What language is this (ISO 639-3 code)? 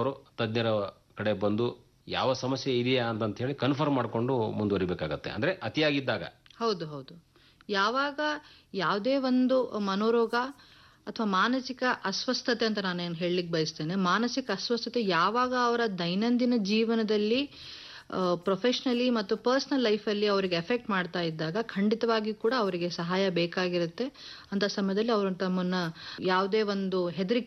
kan